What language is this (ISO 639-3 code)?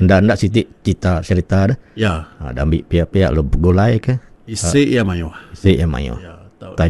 iba